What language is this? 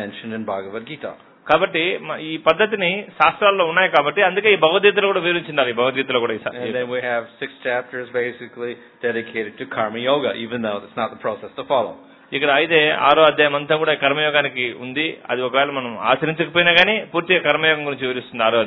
Telugu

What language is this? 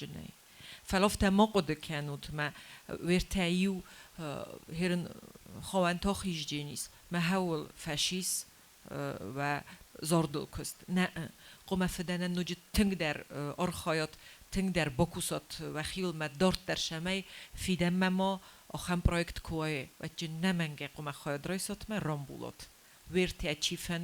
Ossetic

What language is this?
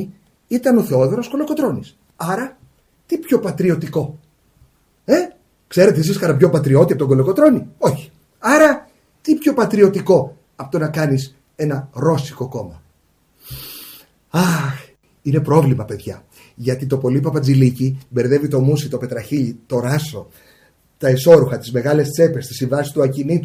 Greek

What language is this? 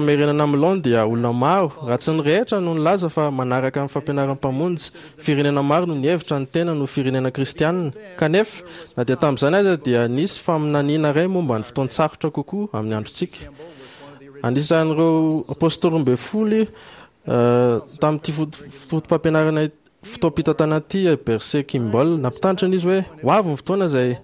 Malagasy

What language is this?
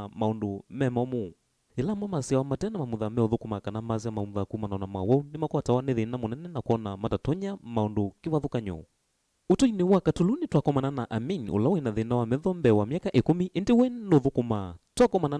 Kamba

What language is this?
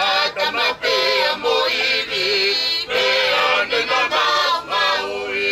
Tongan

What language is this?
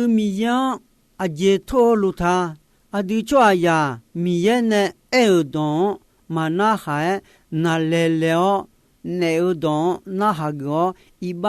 Akha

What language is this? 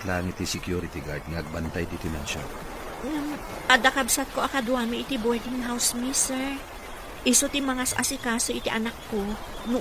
Iloko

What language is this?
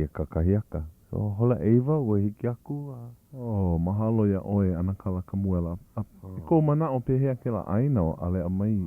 Hawaiian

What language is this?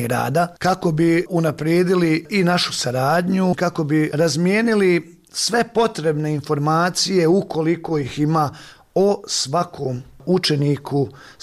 Bosnian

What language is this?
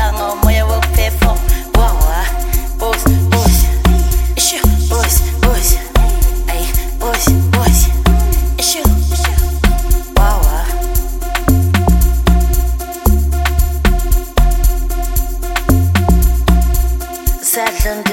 Zulu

